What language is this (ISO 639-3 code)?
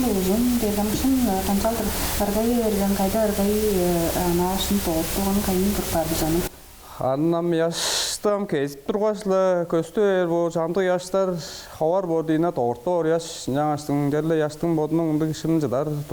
tyv